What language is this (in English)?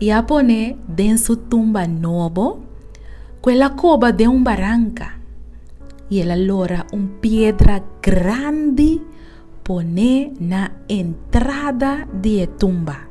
Papiamento